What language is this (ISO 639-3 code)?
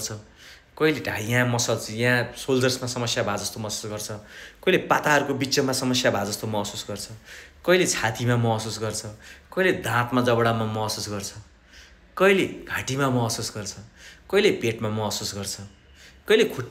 nep